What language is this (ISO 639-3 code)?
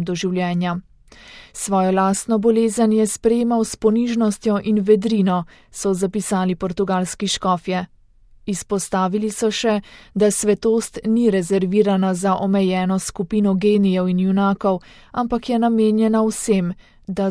slv